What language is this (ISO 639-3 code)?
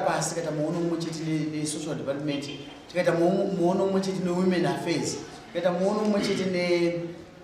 sna